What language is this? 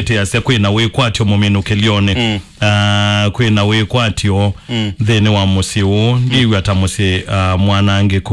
Kamba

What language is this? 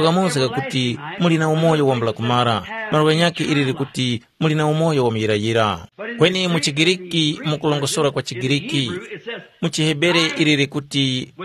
Tumbuka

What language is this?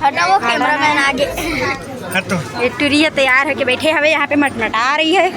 Chhattisgarhi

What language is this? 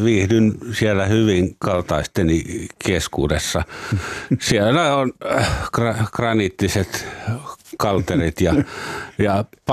Finnish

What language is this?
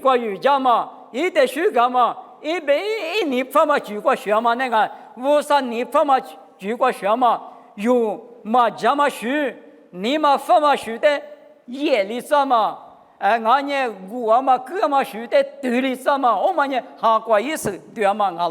Lisu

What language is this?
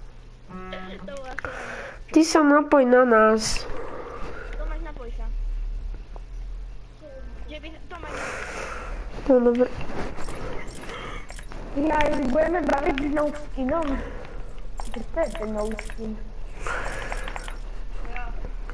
Slovak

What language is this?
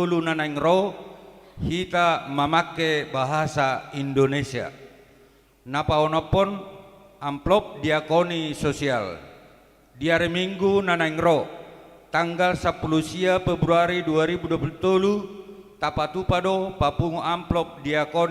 Batak Toba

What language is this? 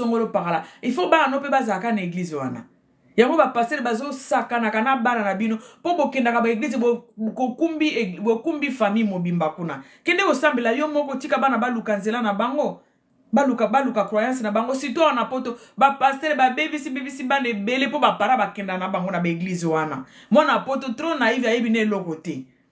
Lingala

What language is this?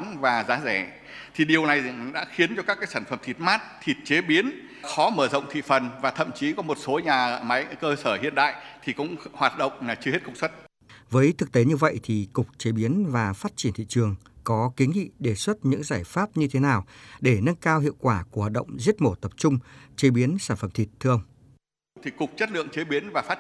Vietnamese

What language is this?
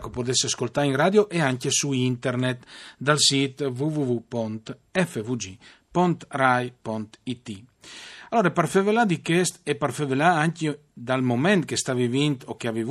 Friulian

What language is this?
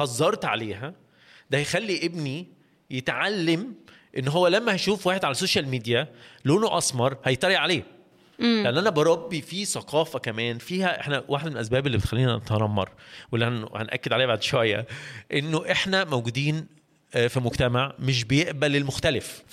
Egyptian Arabic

